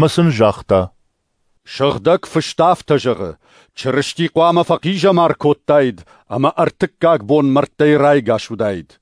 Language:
Ossetic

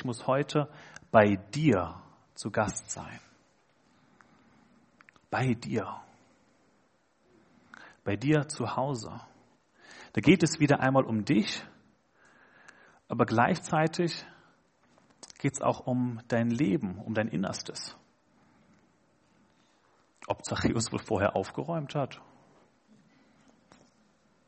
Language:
German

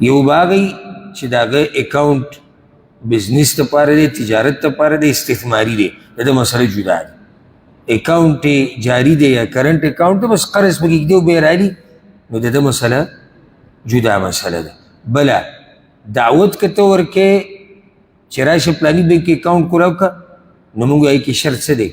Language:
Pashto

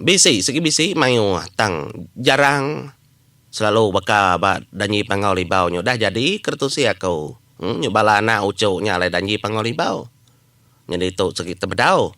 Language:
Iban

